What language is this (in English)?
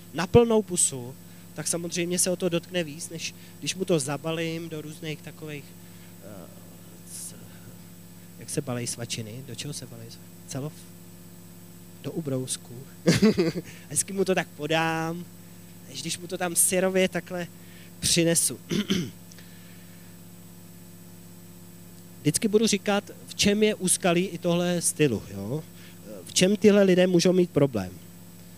Czech